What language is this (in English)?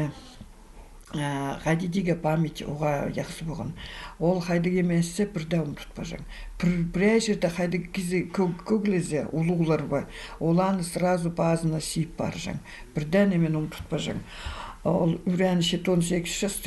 Khakas